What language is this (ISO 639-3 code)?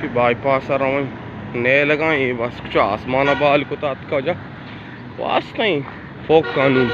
bal